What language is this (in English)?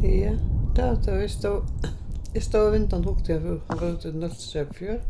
Faroese